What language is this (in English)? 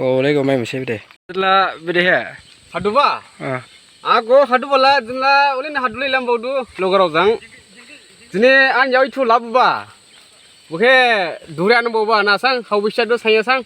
Dimasa